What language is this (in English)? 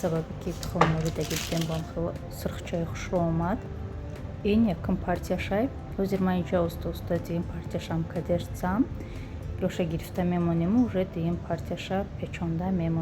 Tajik